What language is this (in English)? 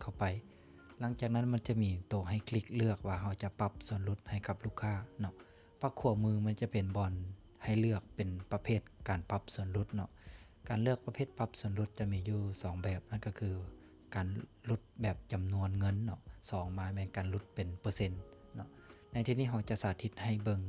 Lao